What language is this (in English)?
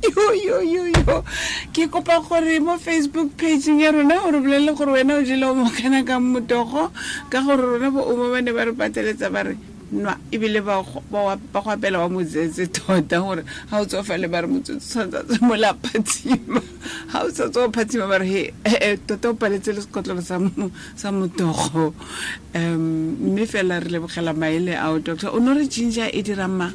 Tswana